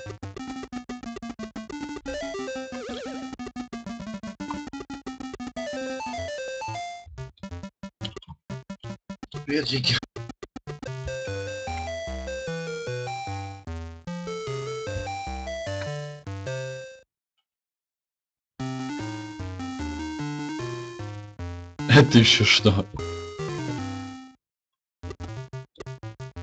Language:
Russian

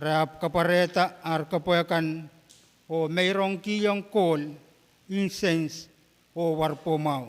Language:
Pohnpeian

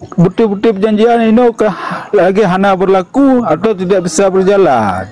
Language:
Achinese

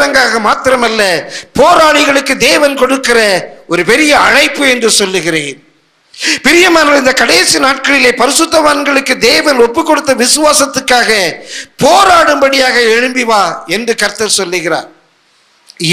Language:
Tamil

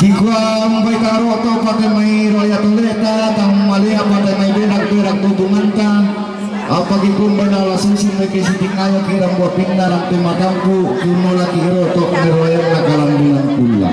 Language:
Toraja-Sa'dan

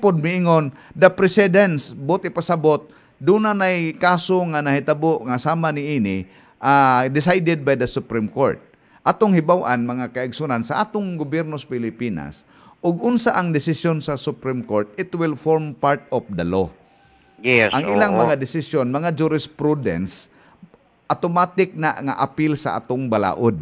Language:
Cebuano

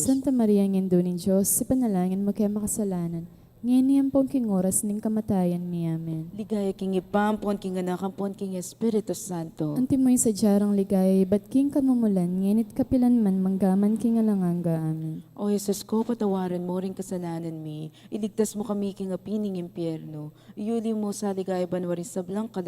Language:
Pampanga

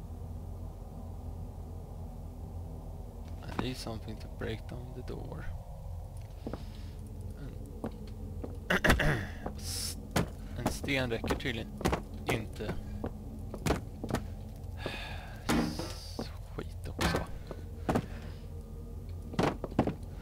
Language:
Swedish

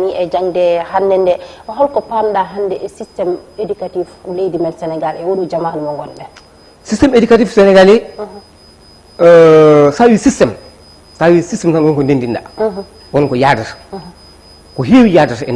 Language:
Fula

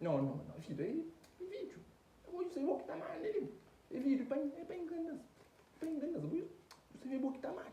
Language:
Kabuverdianu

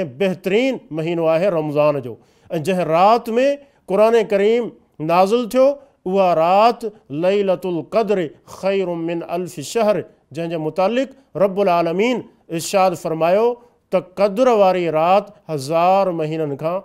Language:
Sindhi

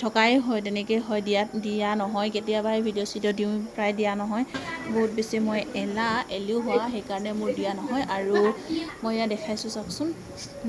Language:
Assamese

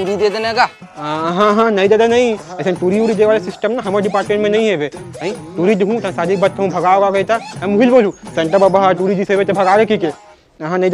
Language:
Chhattisgarhi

